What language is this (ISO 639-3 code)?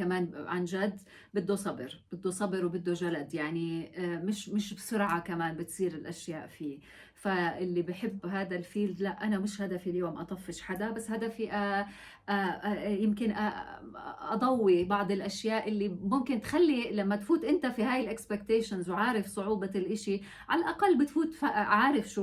apc